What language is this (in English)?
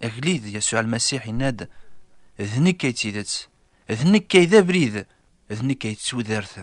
Kabyle